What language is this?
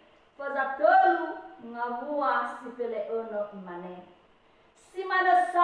Nias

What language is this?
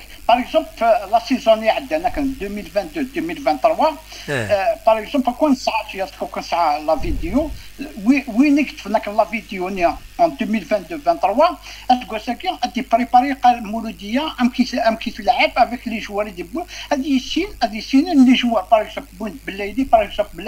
Kabyle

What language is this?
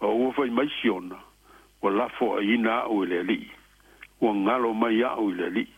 Samoan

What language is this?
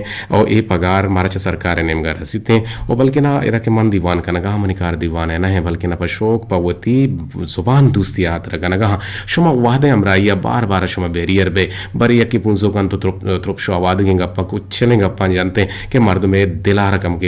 Eastern Balochi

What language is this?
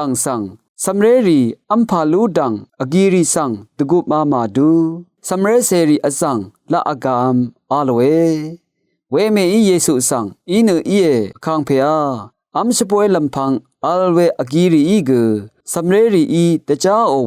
Rawang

